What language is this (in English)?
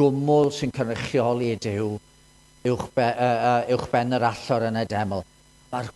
Welsh